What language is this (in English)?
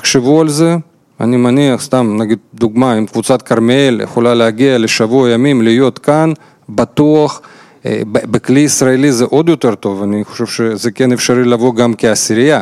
Hebrew